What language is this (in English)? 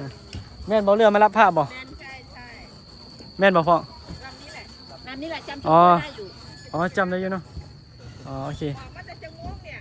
Northeastern Thai